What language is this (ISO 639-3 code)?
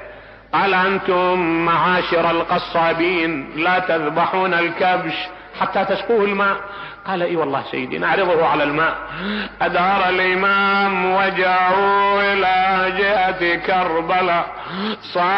acm